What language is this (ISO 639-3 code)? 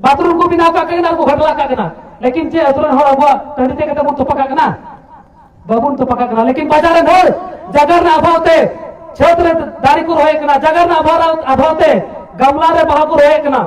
sat